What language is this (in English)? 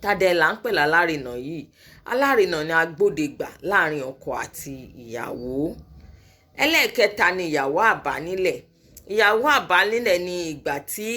Yoruba